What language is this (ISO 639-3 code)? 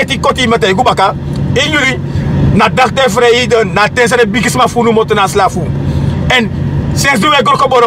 srn